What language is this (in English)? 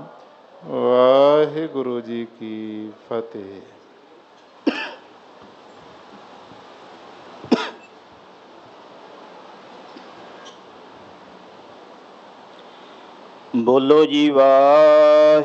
Punjabi